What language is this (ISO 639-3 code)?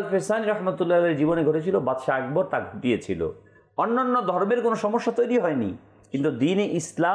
ben